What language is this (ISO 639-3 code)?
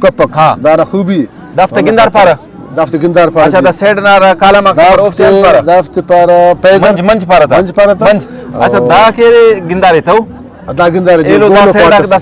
brh